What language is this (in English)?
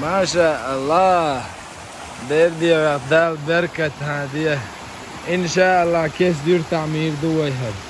Chechen